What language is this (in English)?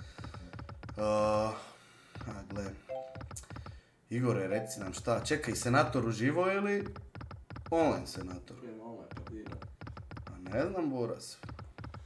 Croatian